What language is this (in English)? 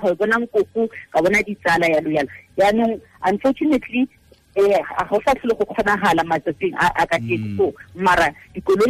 Tswana